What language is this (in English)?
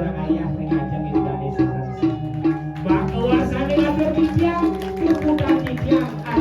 Balinese